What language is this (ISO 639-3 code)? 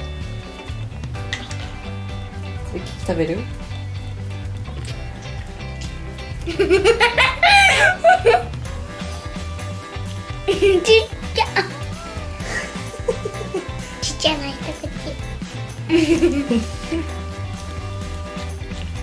jpn